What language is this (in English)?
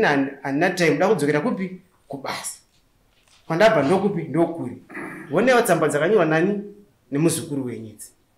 Shona